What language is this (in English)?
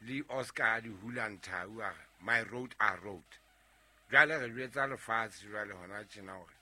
Southern Sotho